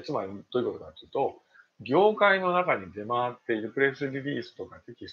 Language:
Japanese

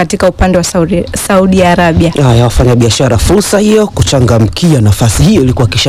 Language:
Swahili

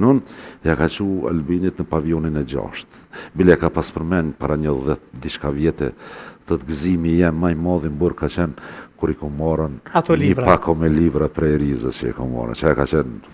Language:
Albanian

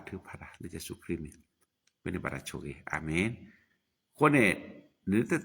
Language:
S'gaw Karen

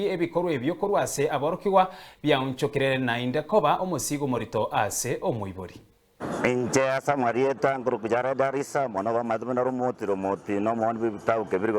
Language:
Gusii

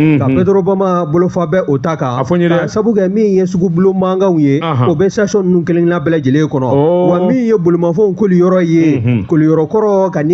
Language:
Bambara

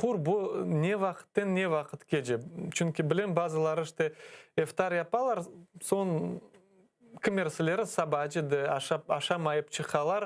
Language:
Crimean Tatar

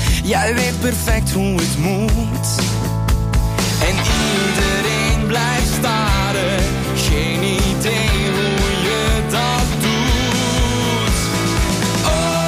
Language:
Dutch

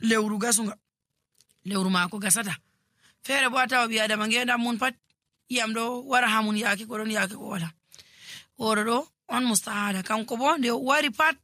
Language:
Nigerian Fulfulde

